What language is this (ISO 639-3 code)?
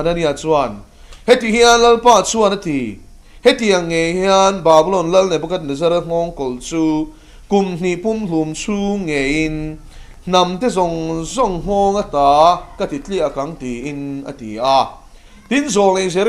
lus